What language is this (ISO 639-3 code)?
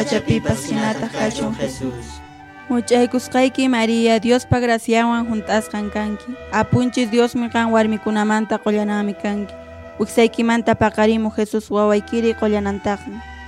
que